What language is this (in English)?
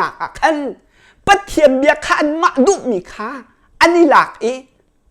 Hakha Chin